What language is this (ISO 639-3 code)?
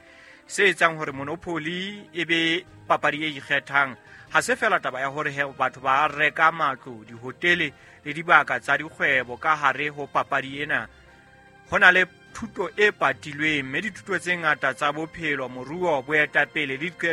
sot